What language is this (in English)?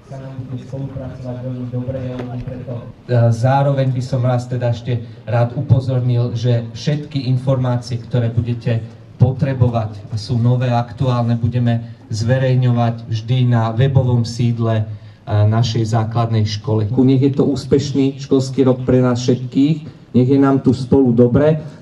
Slovak